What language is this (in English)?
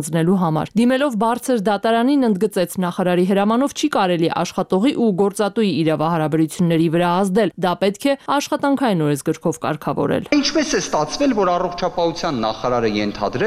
Armenian